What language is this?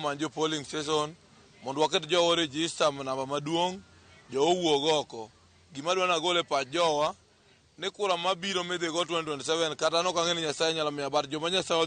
Luo (Kenya and Tanzania)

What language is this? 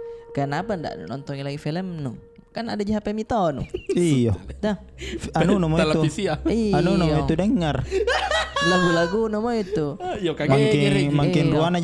Makassar Malay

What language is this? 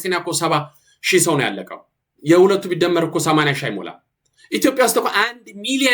Amharic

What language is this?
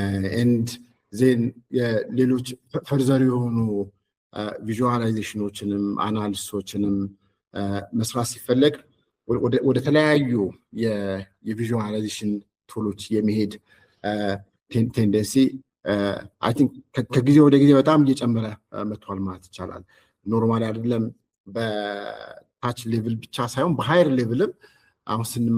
Amharic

